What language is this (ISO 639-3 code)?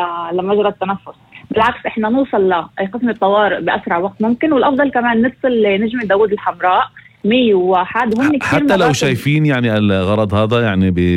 apc